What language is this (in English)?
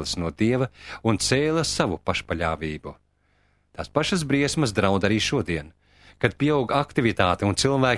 Latvian